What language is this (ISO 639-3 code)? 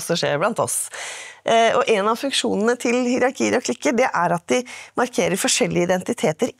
nor